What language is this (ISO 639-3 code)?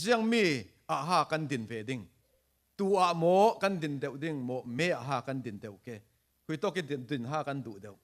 cfm